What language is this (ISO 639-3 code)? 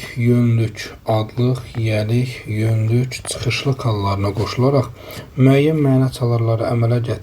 aze